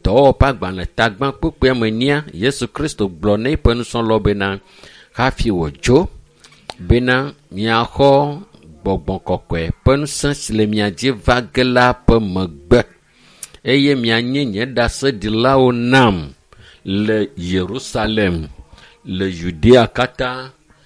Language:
Ewe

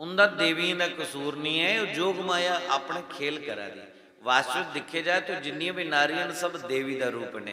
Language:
Dogri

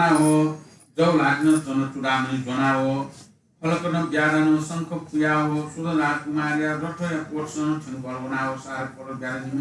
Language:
Newari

